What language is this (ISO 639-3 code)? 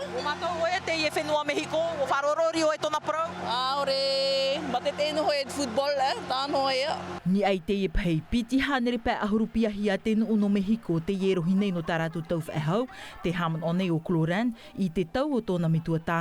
tah